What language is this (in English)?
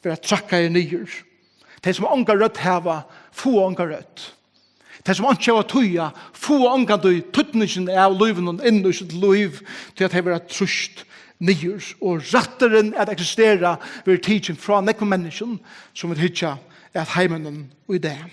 Faroese